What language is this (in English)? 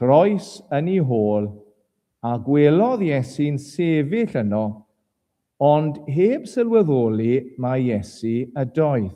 Welsh